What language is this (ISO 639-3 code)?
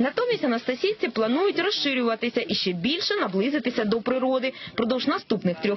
ukr